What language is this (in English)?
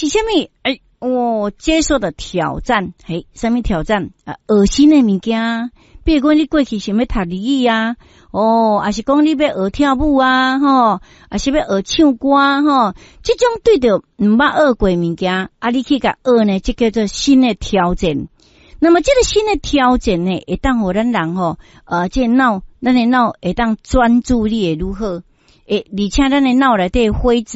Min Nan Chinese